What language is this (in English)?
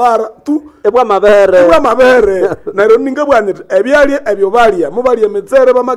Nande